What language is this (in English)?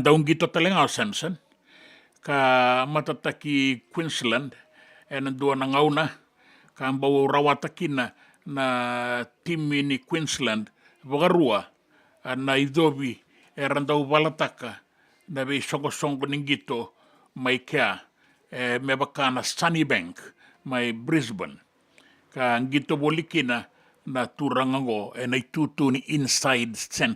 Fijian